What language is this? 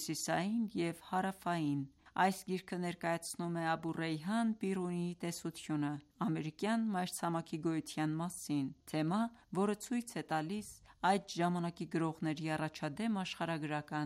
Armenian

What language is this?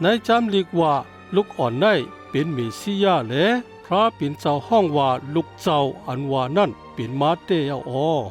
Shan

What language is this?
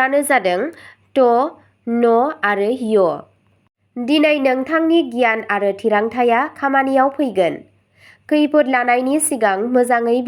Bodo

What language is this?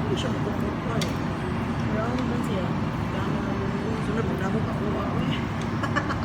Cebuano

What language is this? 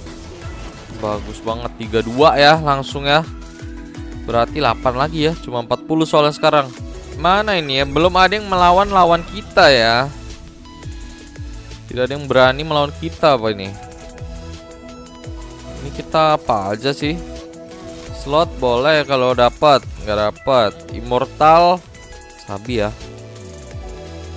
Indonesian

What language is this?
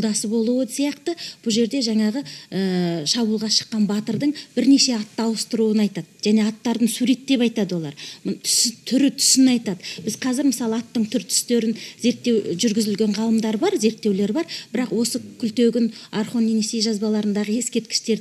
Kazakh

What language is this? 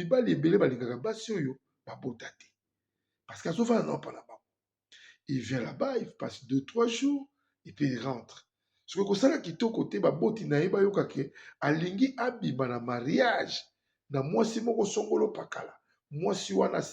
Lingala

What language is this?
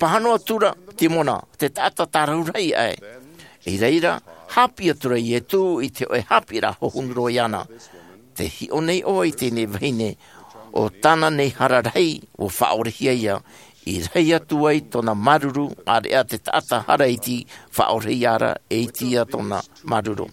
Tahitian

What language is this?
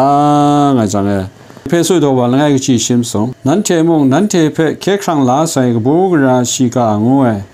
Kachin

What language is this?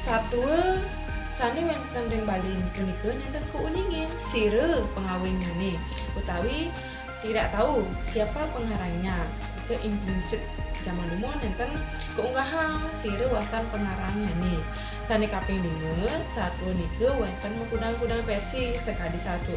Balinese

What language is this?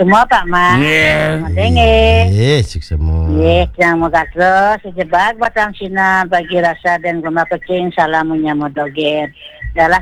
Balinese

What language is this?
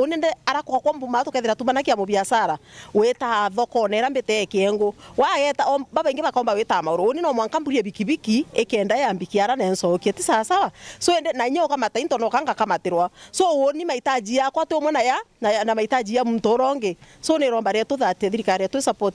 Meru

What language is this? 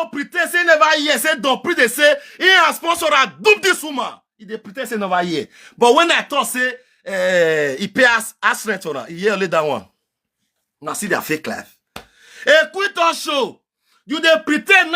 Nigerian Pidgin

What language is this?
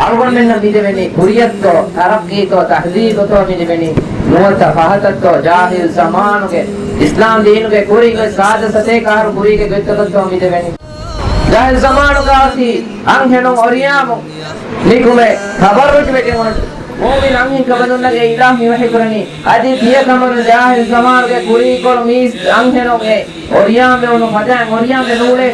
Divehi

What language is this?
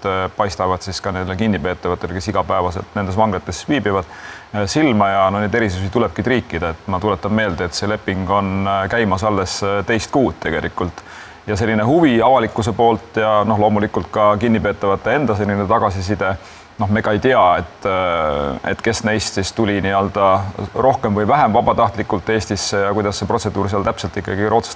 Estonian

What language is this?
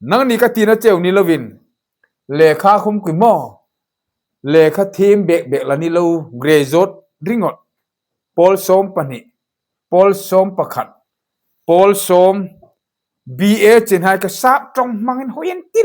Hmar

